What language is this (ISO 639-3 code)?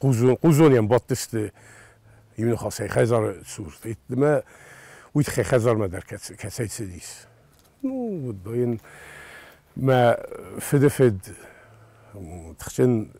oss